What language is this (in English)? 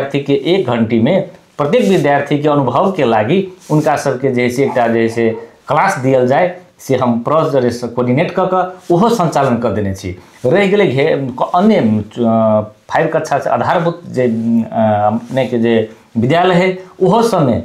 Maithili